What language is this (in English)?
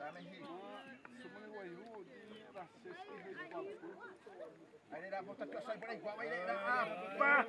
Xavánte